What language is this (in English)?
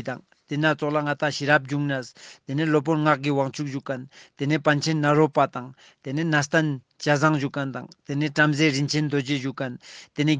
Ladakhi